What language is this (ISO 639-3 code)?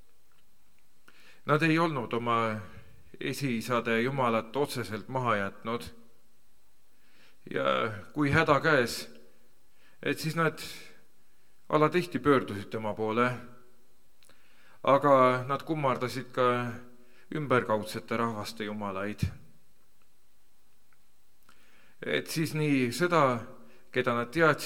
est